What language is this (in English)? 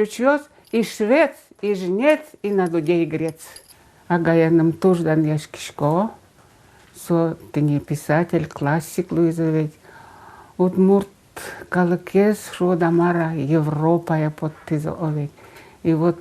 Udmurt